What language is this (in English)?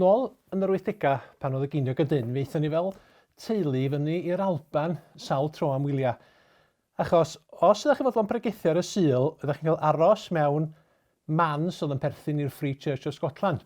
Welsh